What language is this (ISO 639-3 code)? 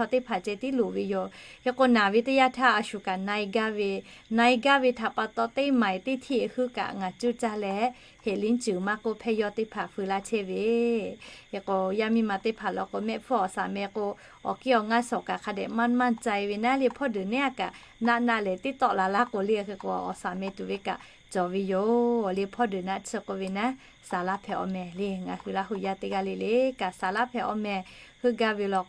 lhu